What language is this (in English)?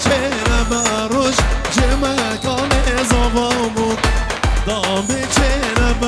Kurdish